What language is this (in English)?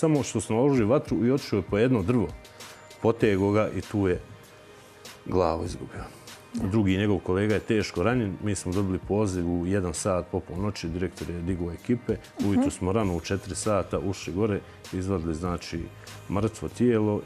Bosnian